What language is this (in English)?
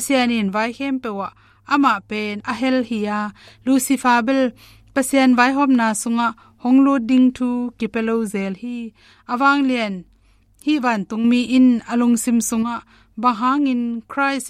Tedim Chin